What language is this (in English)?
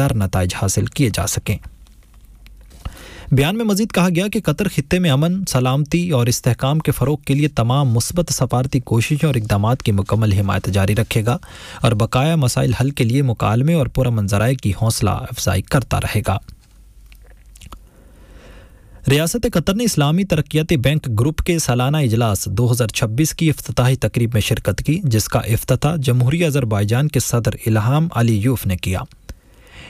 Urdu